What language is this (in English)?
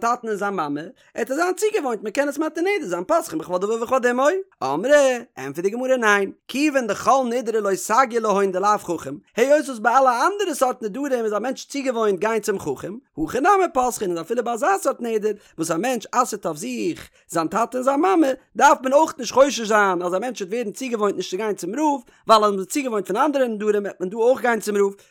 Yiddish